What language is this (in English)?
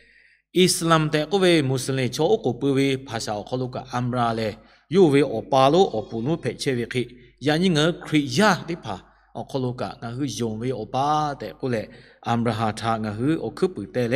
Lahu